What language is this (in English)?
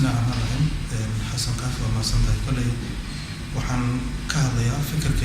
Somali